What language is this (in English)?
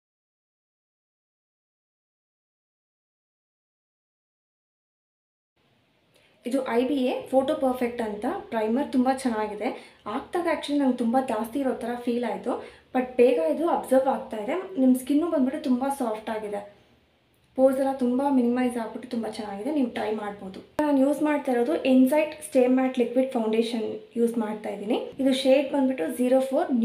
Kannada